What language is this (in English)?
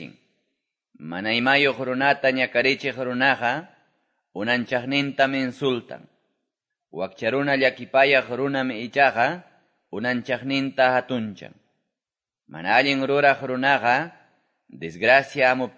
Quechua